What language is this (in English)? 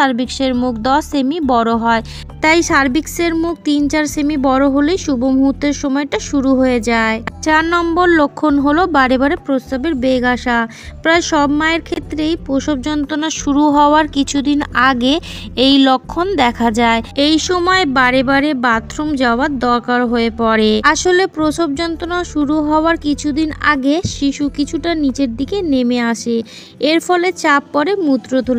Bangla